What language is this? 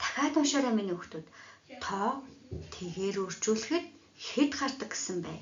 Mongolian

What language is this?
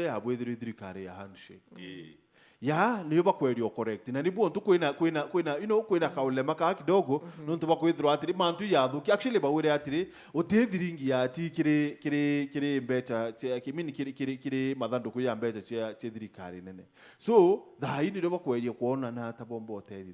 Meru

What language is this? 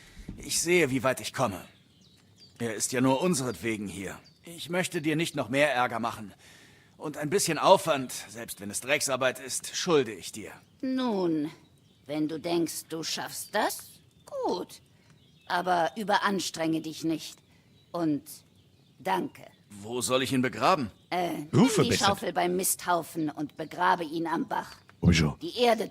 Bavarian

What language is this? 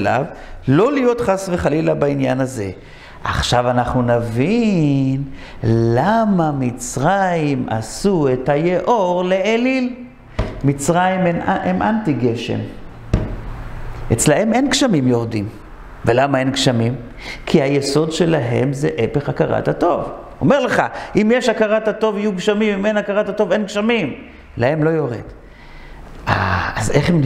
Hebrew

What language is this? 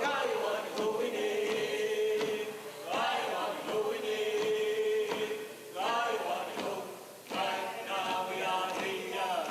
Mohawk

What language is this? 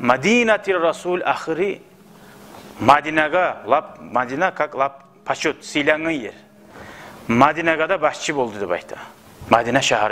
Kumyk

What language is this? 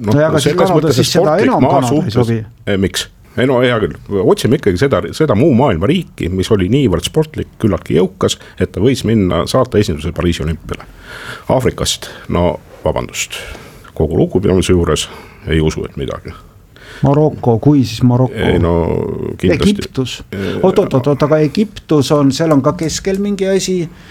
Estonian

